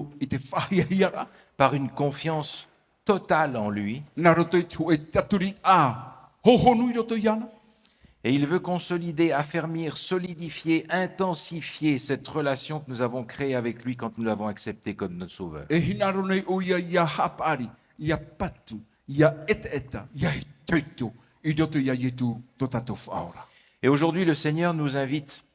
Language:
Tahitian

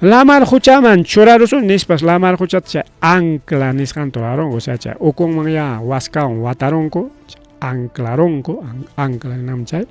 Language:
Ayacucho Quechua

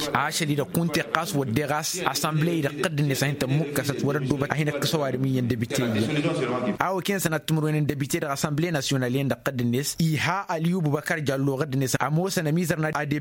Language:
Tamasheq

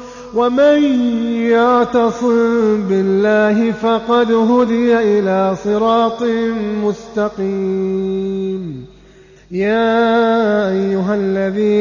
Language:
Arabic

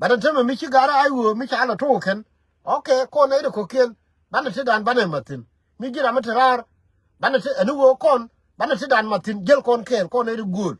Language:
Nuer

